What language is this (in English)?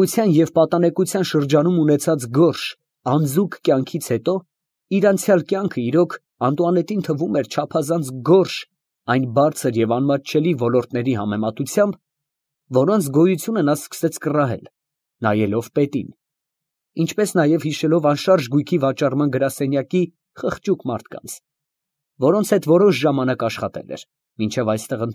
Armenian